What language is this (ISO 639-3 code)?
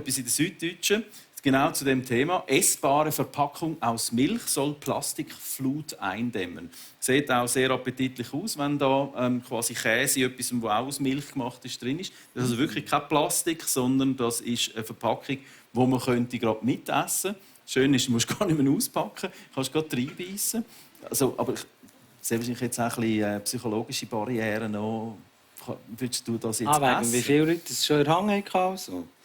gsw